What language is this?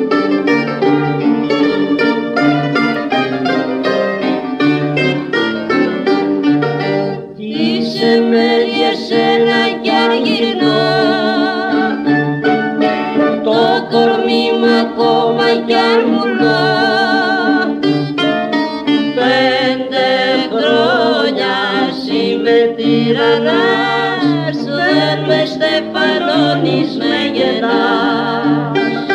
Greek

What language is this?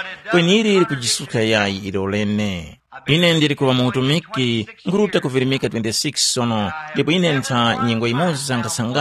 Tumbuka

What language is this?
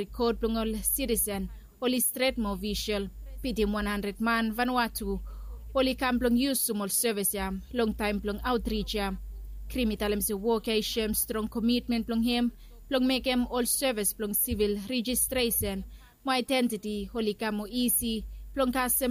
Bislama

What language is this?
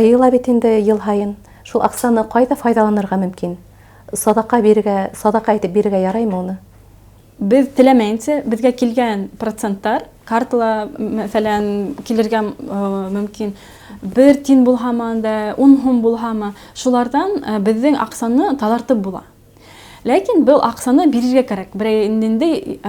Bashkir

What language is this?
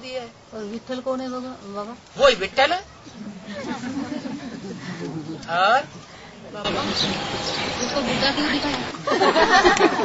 Hindi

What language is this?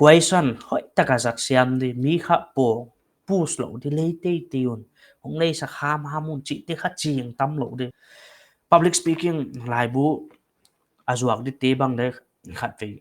Paite Chin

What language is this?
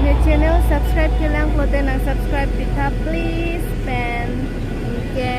Karbi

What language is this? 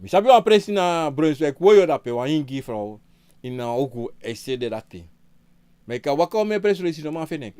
Sranan Tongo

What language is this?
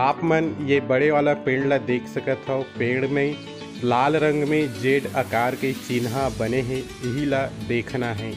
Chhattisgarhi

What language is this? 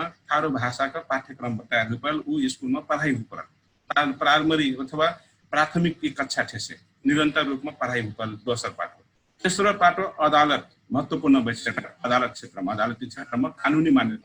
Dangaura Tharu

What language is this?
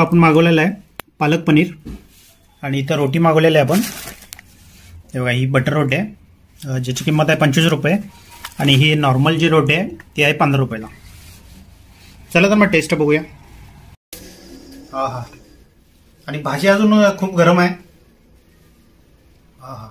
Marathi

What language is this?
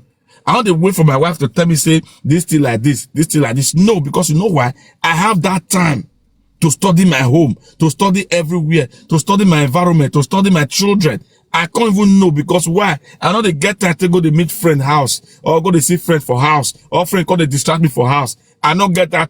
Nigerian Pidgin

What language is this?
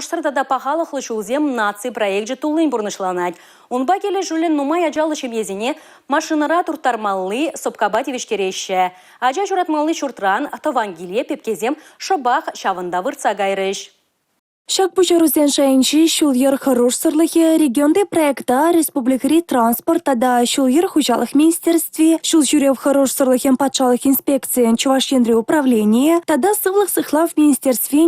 Chuvash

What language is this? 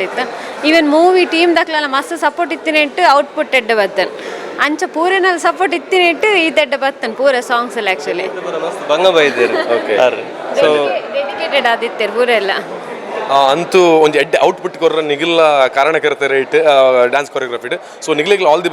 Tulu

